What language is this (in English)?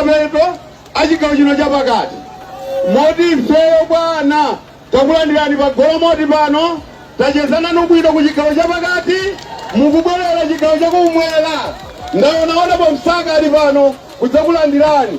Nyanja